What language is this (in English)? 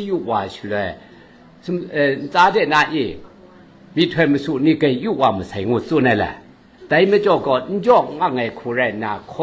Kachin